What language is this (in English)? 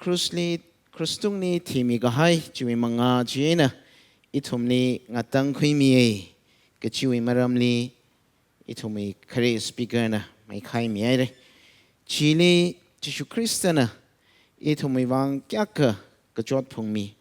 Tangkhul Naga (India)